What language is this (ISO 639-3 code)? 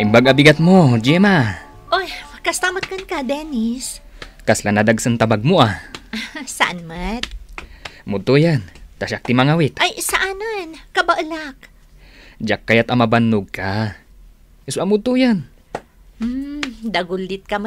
ilo